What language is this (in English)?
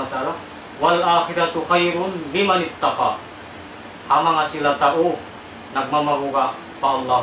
Tausug